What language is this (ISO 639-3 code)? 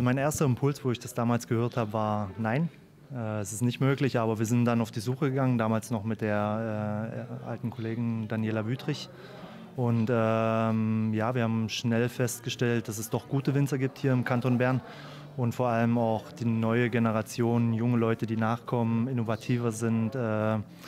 gsw